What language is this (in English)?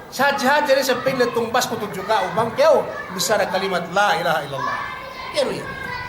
Yakan